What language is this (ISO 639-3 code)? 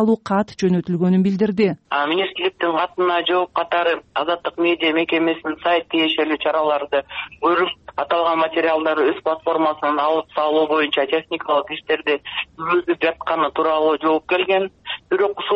kir